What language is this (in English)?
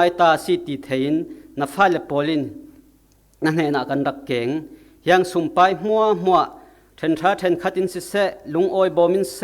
Falam Chin